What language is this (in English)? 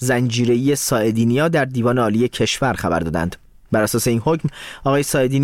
Persian